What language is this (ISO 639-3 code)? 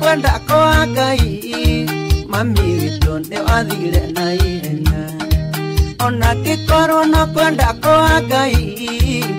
kik